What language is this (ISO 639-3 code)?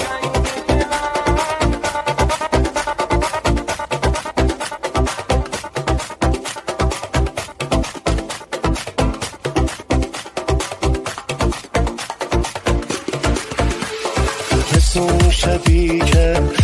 fas